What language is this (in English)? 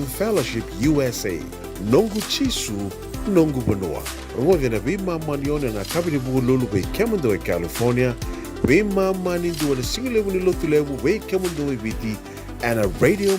Fijian